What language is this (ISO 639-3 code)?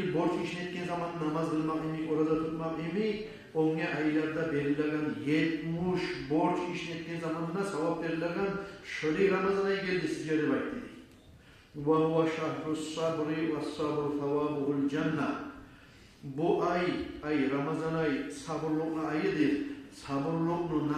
kum